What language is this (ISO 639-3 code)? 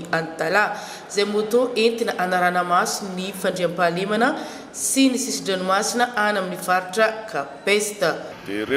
mlg